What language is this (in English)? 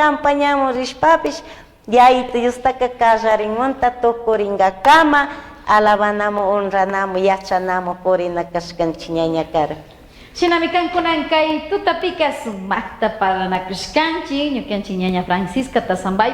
Chimborazo Highland Quichua